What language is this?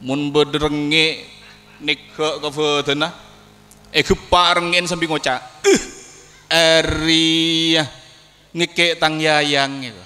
Madurese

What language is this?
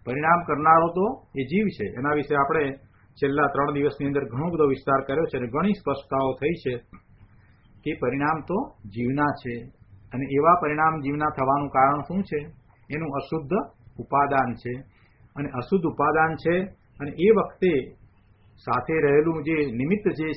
Gujarati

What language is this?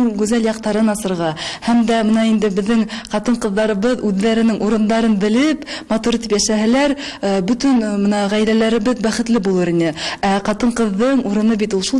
Tatar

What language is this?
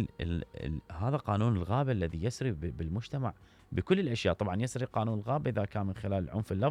Mesopotamian Arabic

